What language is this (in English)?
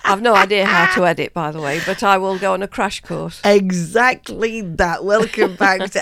English